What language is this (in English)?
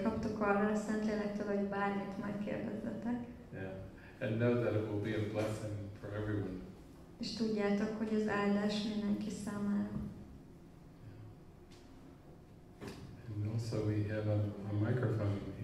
Hungarian